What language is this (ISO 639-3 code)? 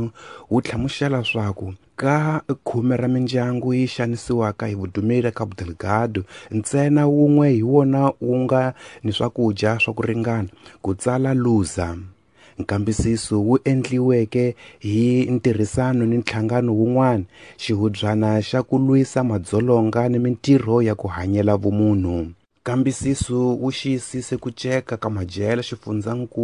tso